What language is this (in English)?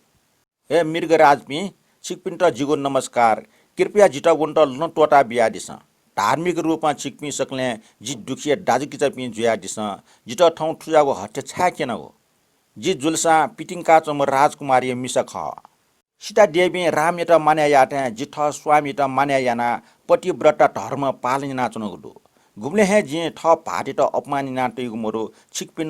Newari